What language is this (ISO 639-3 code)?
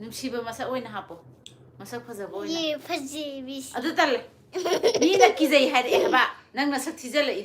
mni